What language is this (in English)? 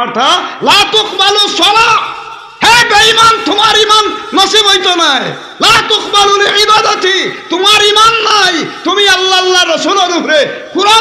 Sylheti